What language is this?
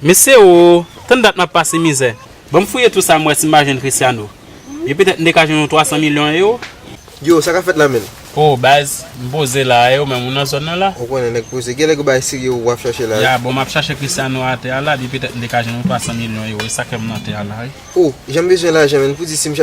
Haitian Creole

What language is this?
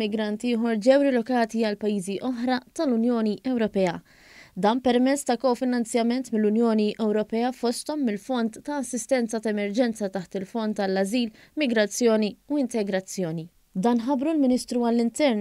Maltese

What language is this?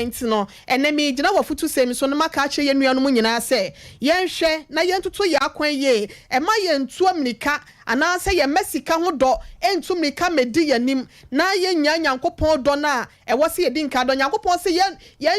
Akan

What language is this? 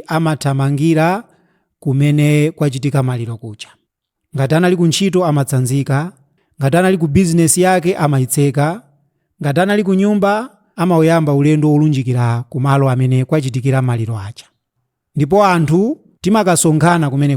Nyanja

